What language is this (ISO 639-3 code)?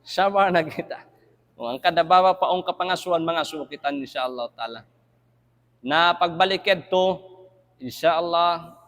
tsg